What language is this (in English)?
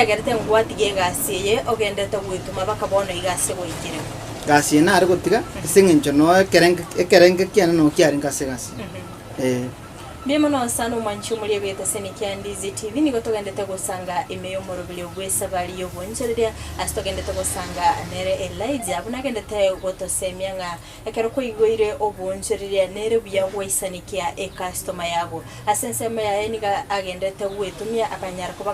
Gusii